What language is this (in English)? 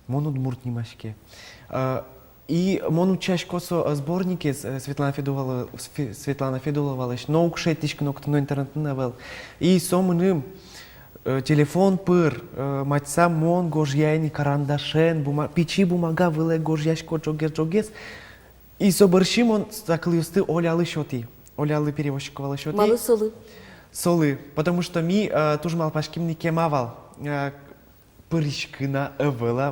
Udmurt